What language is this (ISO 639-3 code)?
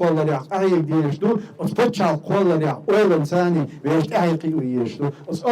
che